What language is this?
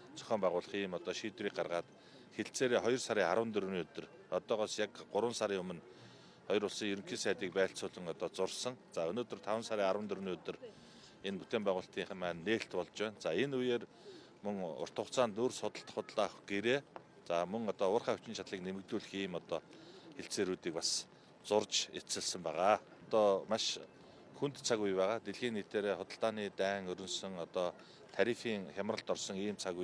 Mongolian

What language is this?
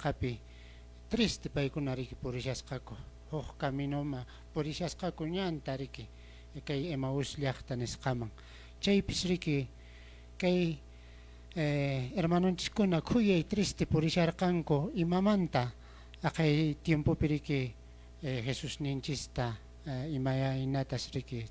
Quechua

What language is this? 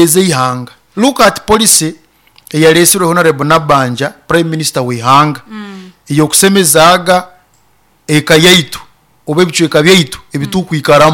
Nyoro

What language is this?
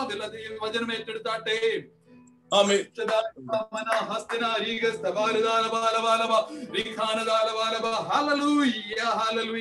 Malayalam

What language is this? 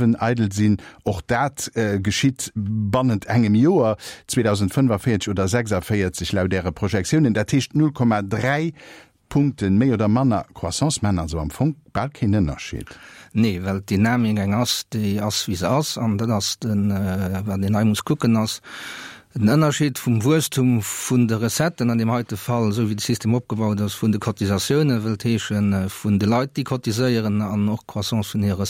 Luxembourgish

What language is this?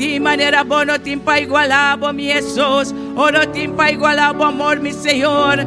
Papiamento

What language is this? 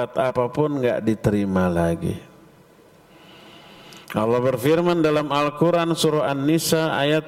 Indonesian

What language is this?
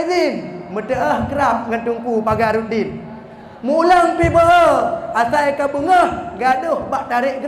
Achinese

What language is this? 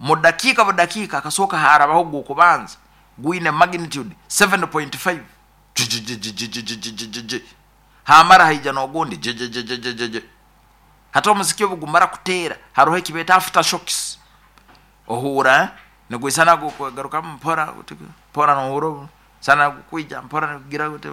Nyoro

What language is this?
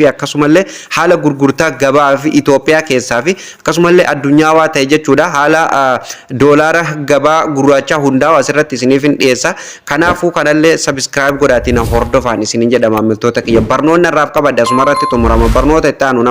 Oromo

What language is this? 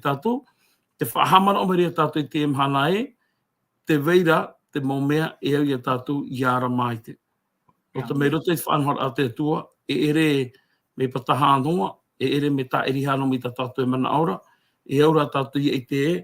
Tahitian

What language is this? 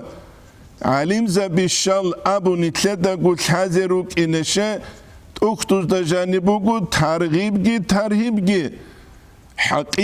Avaric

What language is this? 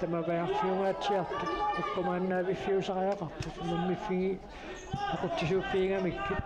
Kalaallisut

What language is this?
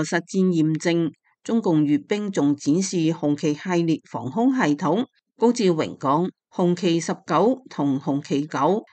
Cantonese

